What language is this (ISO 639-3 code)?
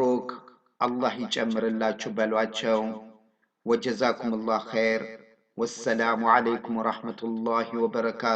amh